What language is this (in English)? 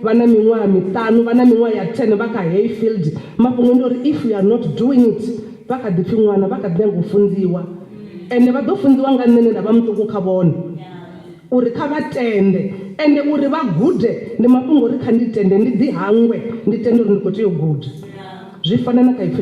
Venda